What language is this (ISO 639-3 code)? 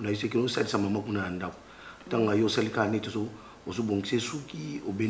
lin